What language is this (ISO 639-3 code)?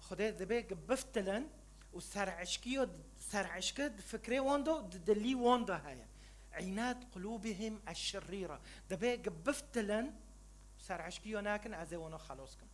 kur